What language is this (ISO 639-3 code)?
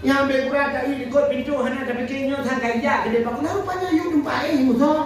ace